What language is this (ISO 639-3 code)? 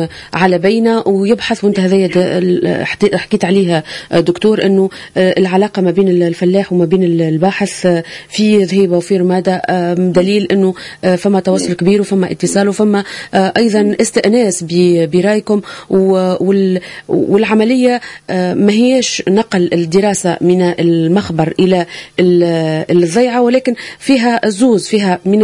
aeb